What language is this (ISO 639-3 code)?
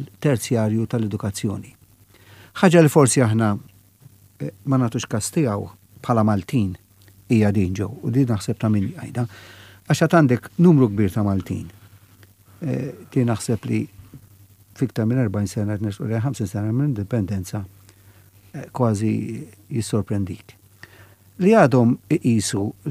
mlt